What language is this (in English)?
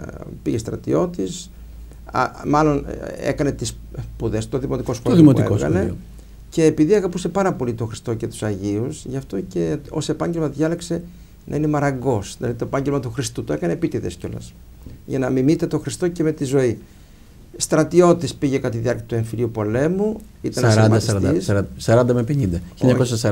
Greek